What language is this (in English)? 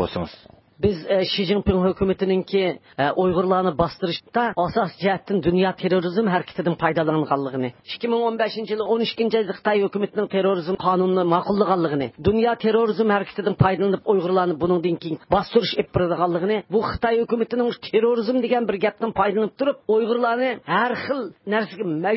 Uyghur